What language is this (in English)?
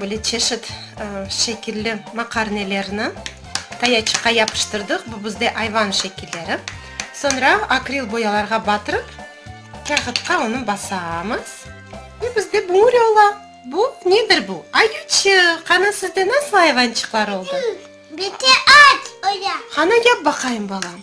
Crimean Tatar